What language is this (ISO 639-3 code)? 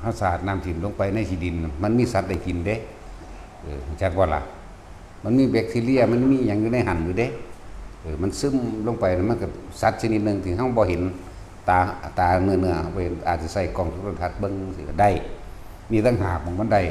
lao